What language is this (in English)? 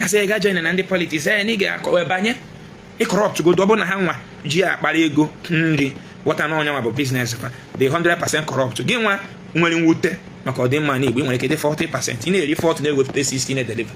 Igbo